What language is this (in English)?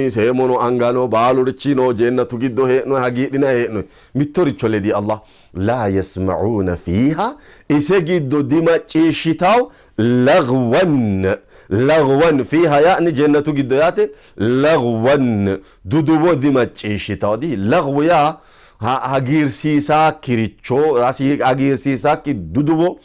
Sidamo